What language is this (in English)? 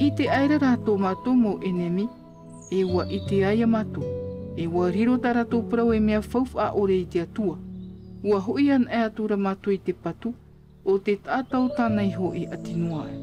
Tahitian